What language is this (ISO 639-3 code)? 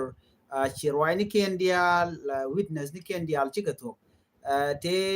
nus